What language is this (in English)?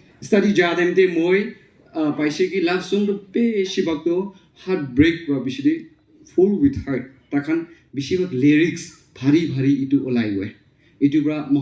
Naga Pidgin